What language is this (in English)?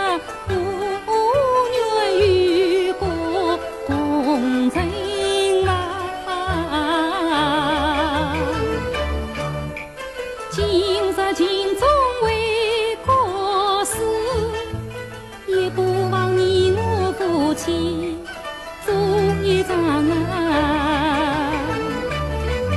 Chinese